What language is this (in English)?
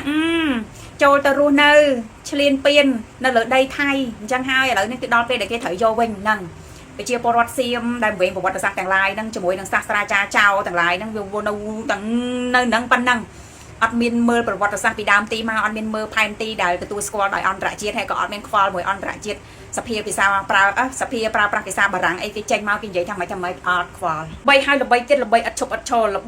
Khmer